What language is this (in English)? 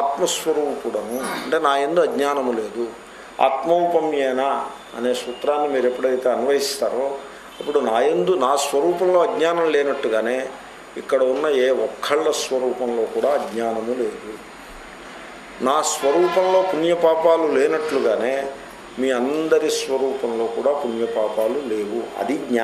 Telugu